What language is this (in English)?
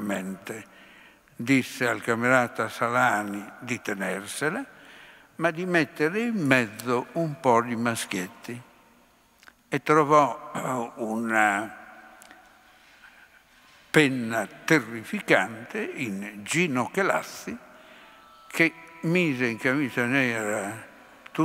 Italian